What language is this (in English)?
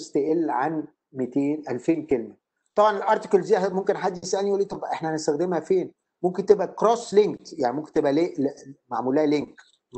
Egyptian Arabic